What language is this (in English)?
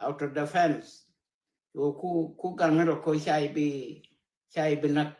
Nuer